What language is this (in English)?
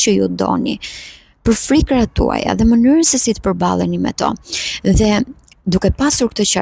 Albanian